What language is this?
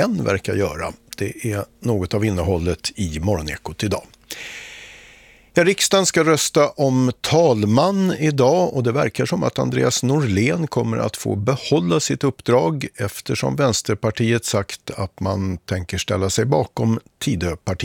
Swedish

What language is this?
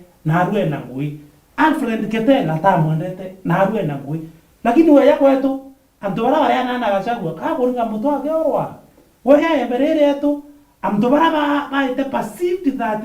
Meru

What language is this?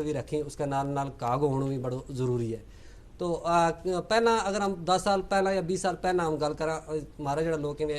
Gujari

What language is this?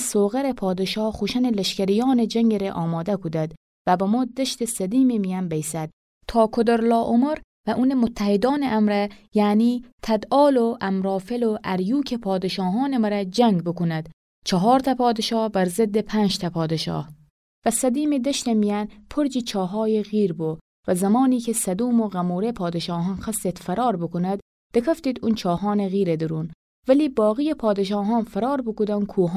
Gilaki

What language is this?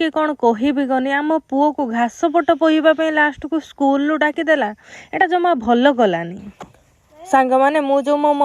Odia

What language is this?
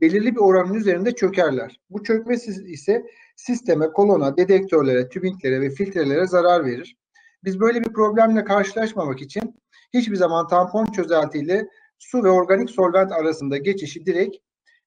Turkish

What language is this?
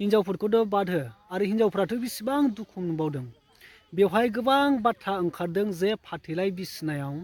Bodo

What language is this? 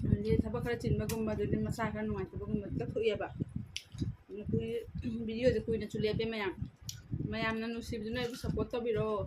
Manipuri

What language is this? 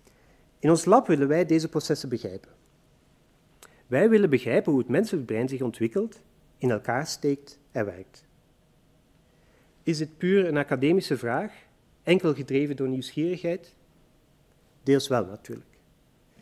Dutch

